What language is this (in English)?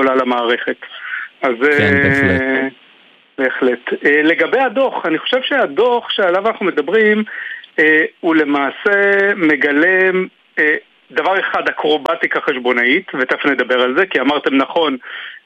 Hebrew